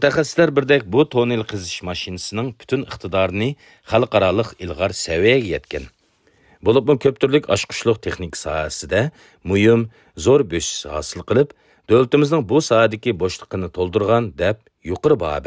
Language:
Uyghur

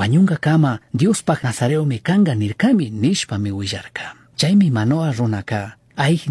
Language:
Chimborazo Highland Quichua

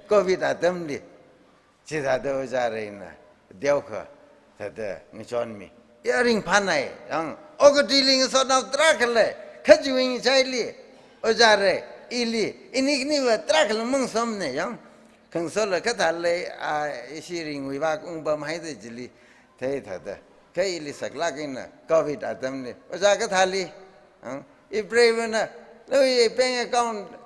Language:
Tangkhul Naga (India)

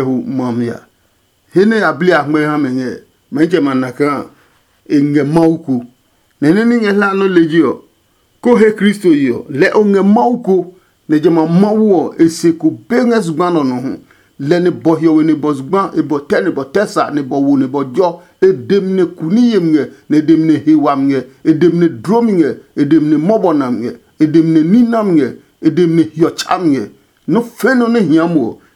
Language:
Adangme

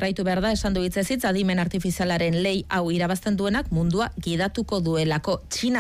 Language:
Basque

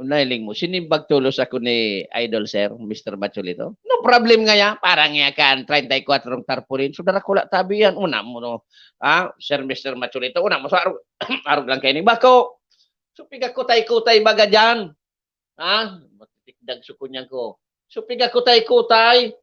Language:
Bikol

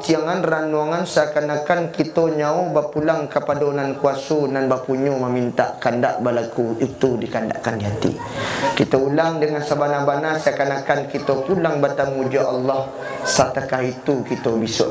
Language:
Minangkabau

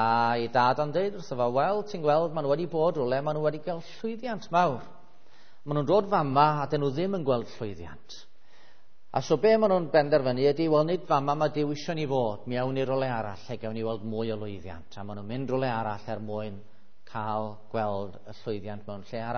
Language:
Welsh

